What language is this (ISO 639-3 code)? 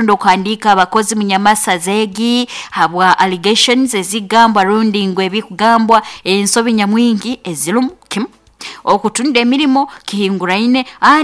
nyn